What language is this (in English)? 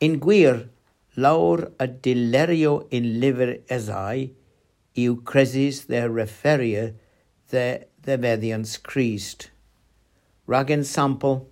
Cornish